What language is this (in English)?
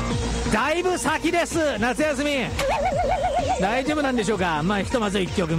Japanese